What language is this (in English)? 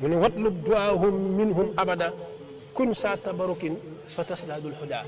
Wolof